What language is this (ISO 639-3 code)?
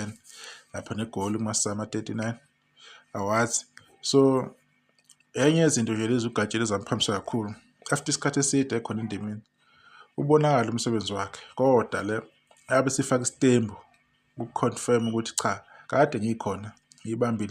zul